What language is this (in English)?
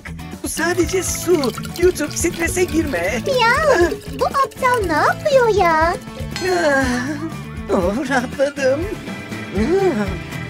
Turkish